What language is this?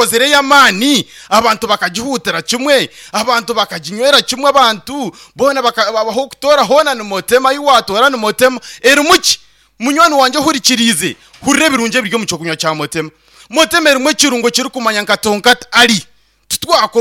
Nyankole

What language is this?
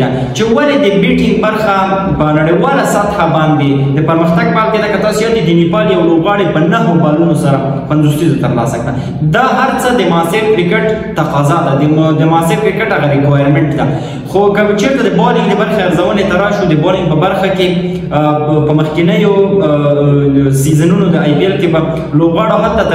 Pashto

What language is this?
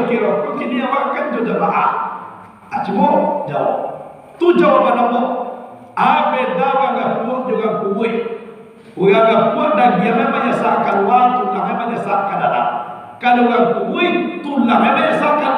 Minangkabau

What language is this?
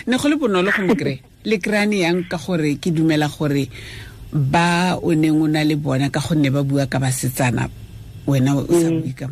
Tswana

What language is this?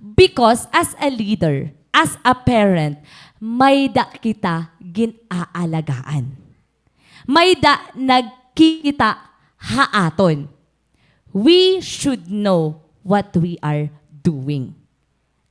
Waray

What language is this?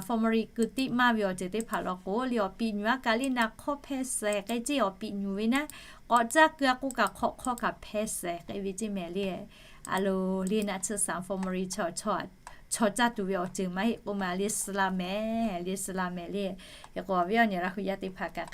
Lahu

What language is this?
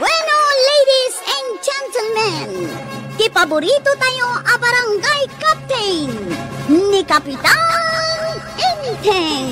Iloko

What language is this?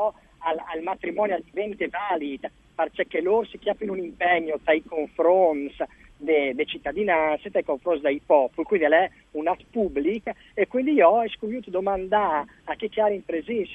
Friulian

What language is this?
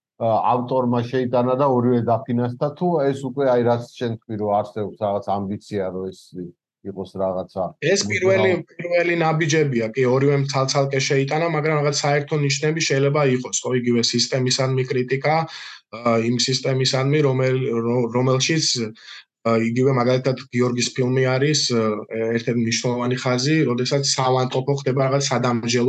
Georgian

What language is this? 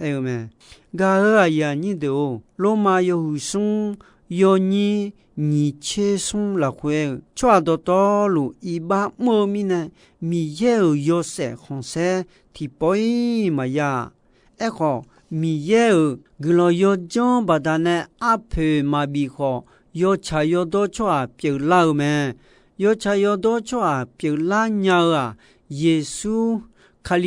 Akha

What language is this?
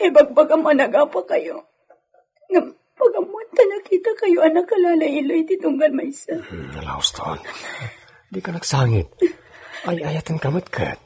Iloko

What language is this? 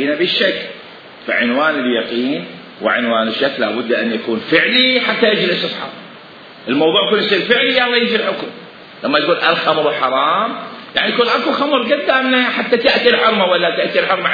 Mesopotamian Arabic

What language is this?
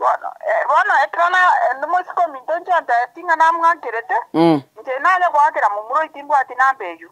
Gusii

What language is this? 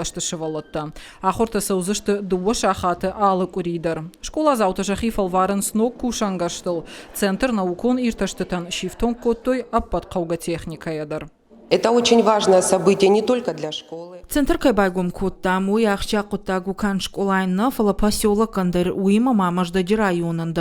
Ossetic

